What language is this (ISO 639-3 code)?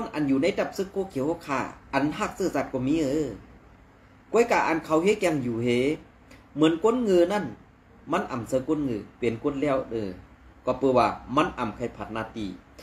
shn